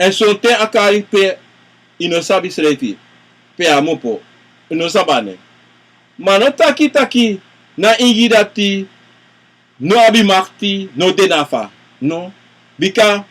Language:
Sranan Tongo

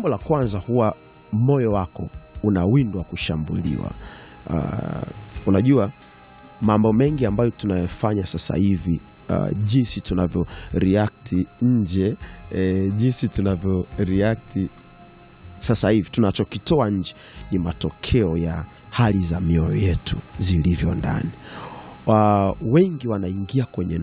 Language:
Swahili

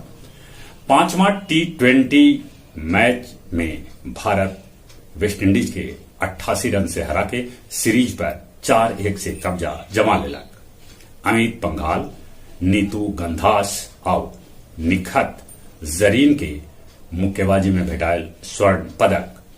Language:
Magahi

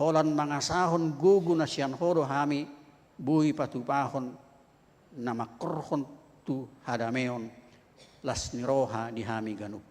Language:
Batak Toba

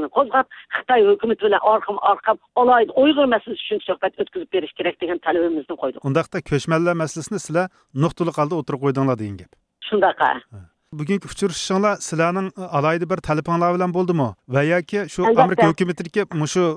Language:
Uyghur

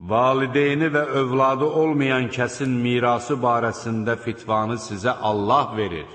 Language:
Azerbaijani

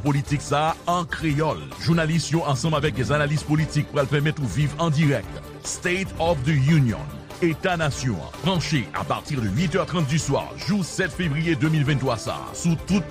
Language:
Haitian Creole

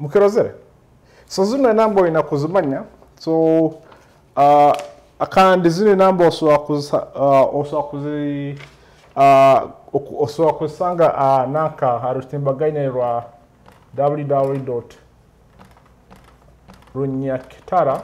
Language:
Nyoro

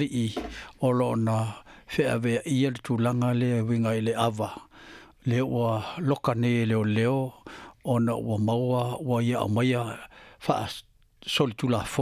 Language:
Samoan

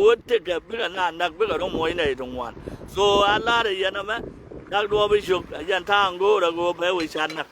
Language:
Nuer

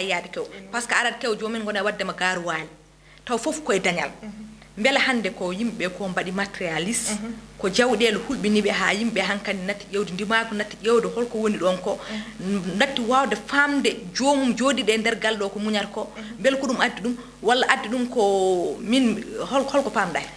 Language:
Fula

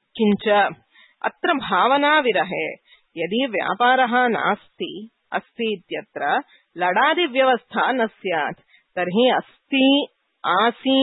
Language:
Sanskrit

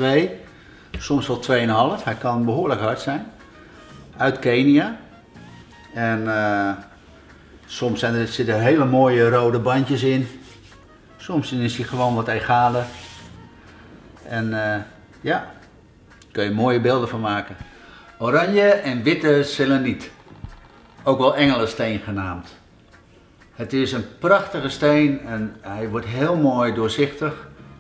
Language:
Dutch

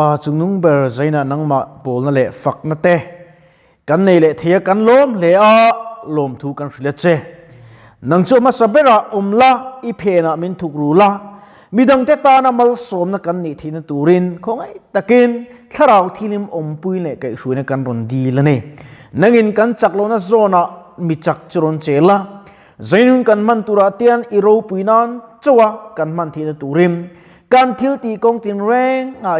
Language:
Mizo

